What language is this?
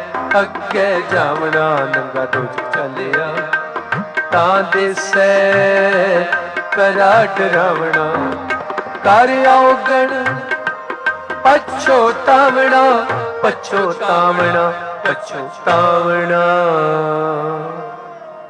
Punjabi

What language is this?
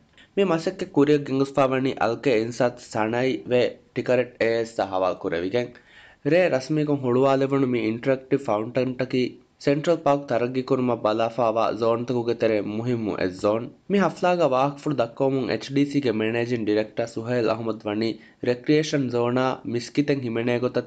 Divehi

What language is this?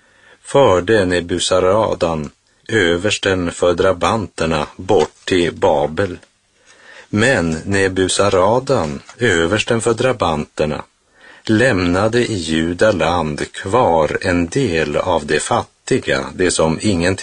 Swedish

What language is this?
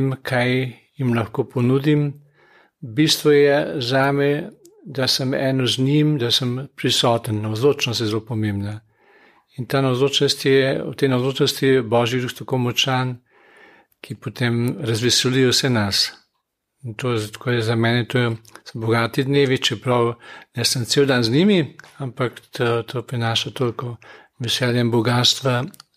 Slovenian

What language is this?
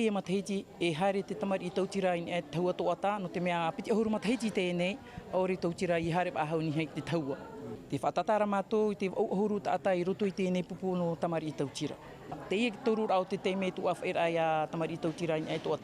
Tahitian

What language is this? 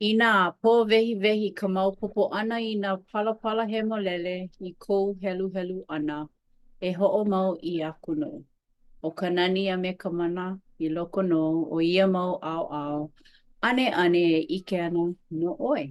Hawaiian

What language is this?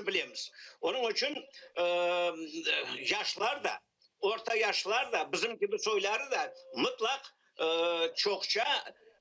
Crimean Tatar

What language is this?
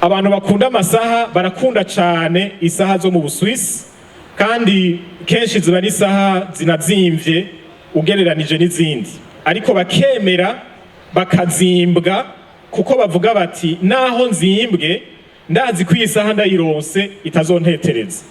Rundi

